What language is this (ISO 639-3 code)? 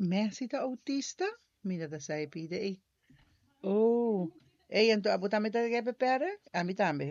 pap